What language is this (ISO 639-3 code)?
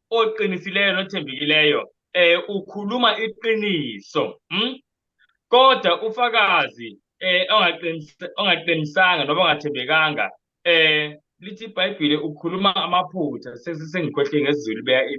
zul